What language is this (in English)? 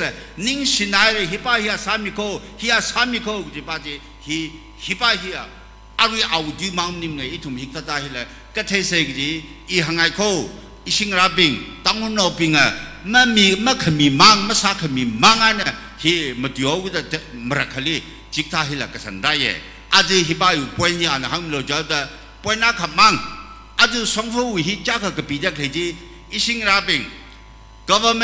Tangkhul Naga (India)